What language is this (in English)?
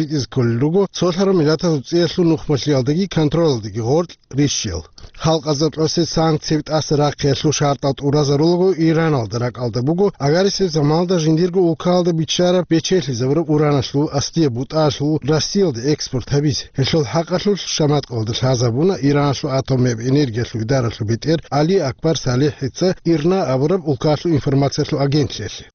Avaric